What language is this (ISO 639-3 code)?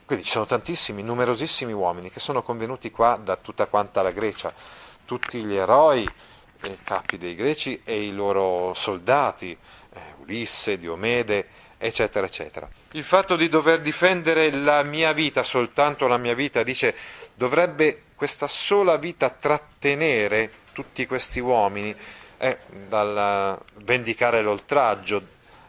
ita